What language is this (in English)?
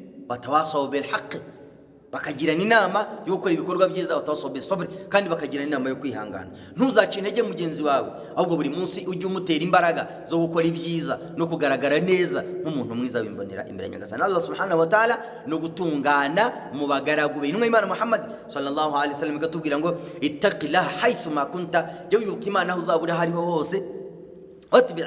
Kinyarwanda